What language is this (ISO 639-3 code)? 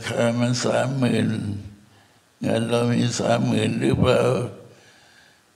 tha